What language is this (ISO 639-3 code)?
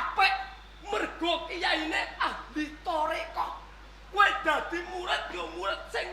jav